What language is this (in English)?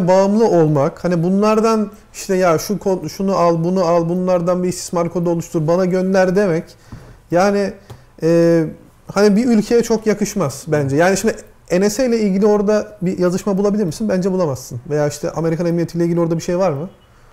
Turkish